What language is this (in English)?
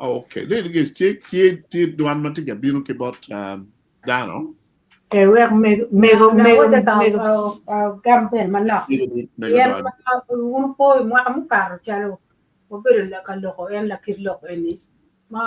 Acoli